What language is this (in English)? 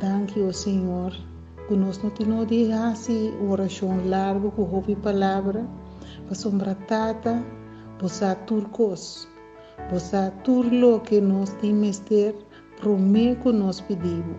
Papiamento